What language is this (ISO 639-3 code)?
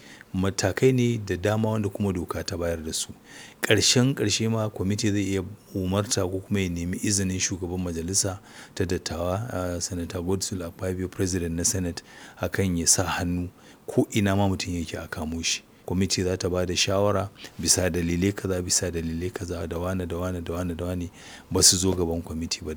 hau